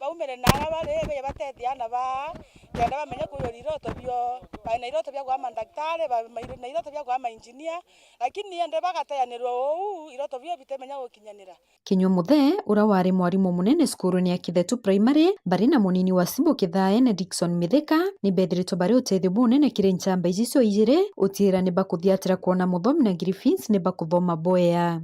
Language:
Meru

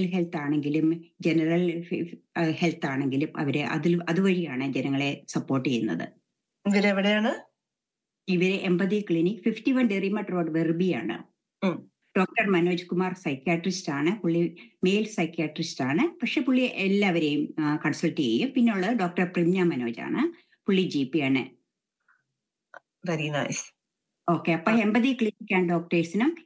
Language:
Malayalam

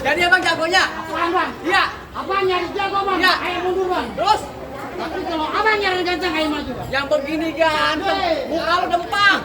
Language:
Betawi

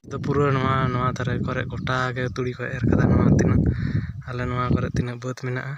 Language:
Santali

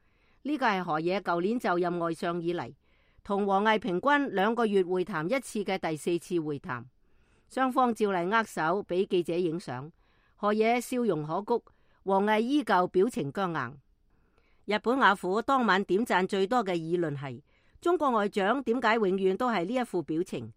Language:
Cantonese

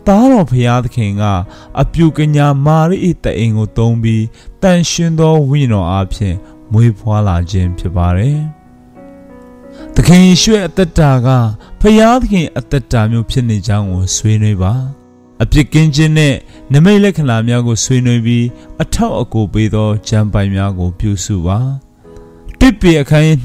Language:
Burmese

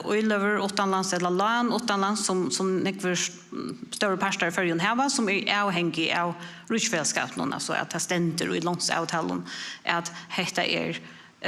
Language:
Faroese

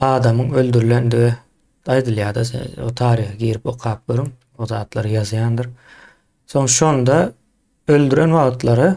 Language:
Turkmen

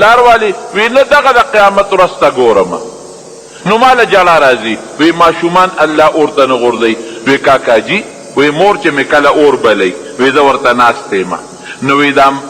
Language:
Pashto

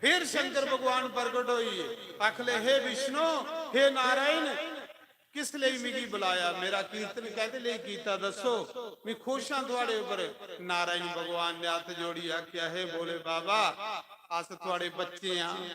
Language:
Dogri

